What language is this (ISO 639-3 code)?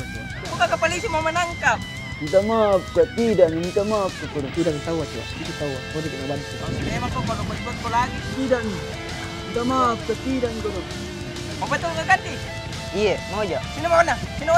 mfp